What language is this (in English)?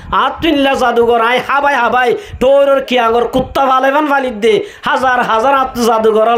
Rohingya